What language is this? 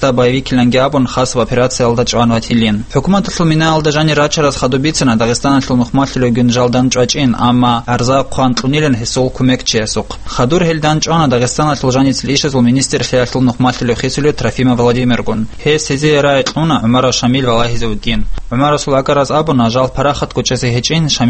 Avaric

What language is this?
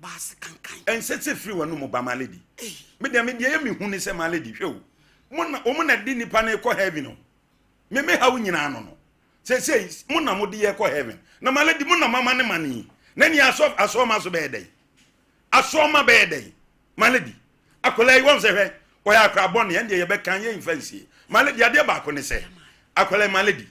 Akan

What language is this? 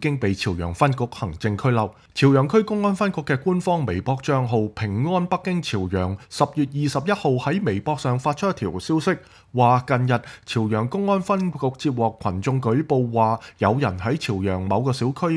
Cantonese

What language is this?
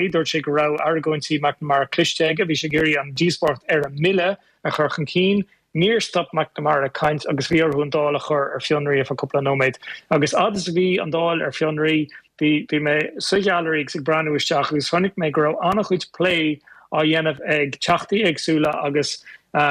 Irish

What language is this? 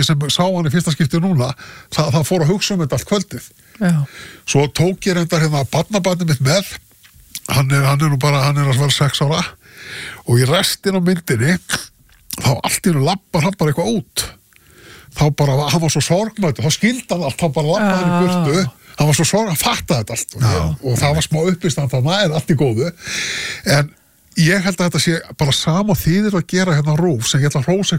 Icelandic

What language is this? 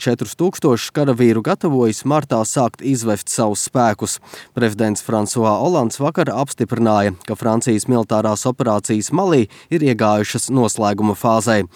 Latvian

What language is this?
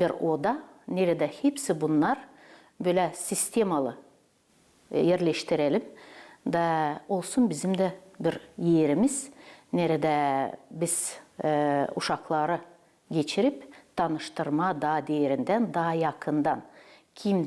Gagauz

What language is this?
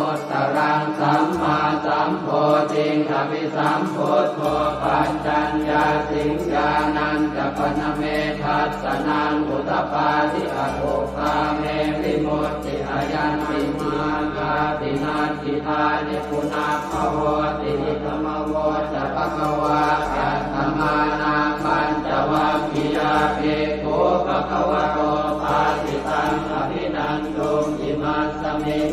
Pali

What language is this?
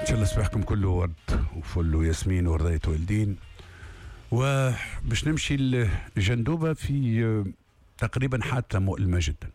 Tunisian Arabic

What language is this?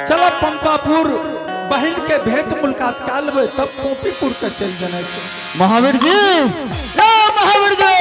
Angika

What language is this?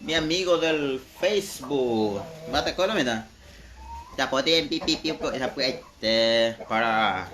Guarani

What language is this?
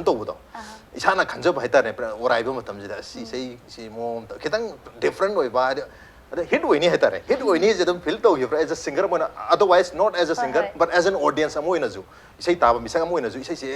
Manipuri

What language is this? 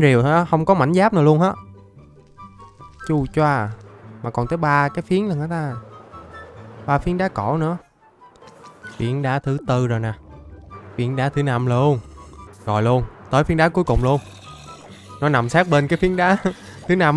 Vietnamese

